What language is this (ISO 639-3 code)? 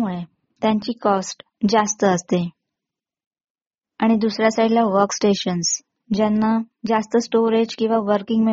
mar